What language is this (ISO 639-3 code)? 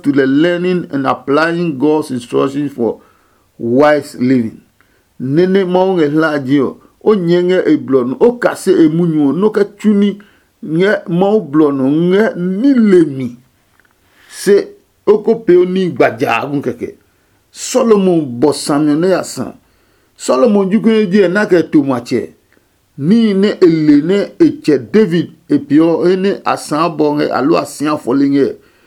ada